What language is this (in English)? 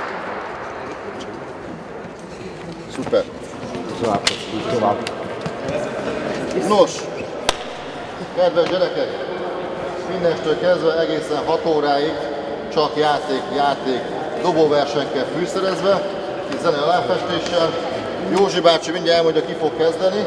Hungarian